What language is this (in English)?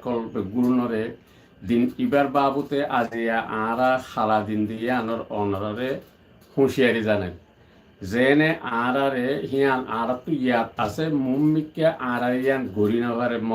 Rohingya